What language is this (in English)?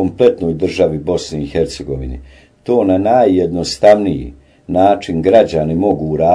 Bosnian